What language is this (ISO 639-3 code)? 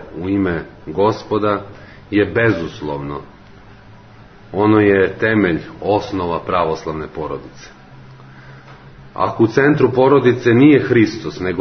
srp